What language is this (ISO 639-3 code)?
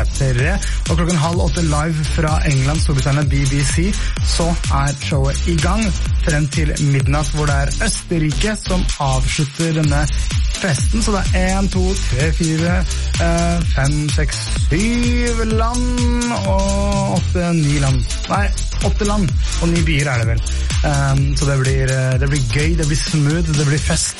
nor